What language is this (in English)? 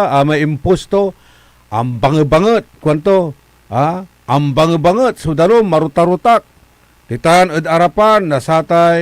Pangasinan